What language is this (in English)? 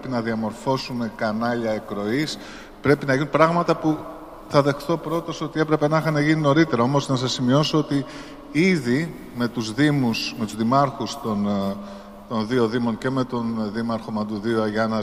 Greek